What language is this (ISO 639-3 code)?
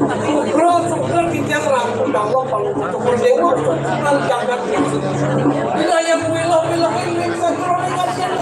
ban